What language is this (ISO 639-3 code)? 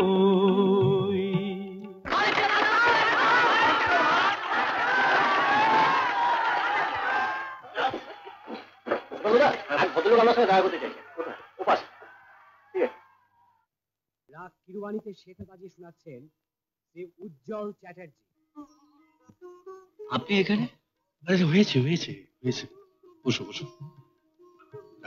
ben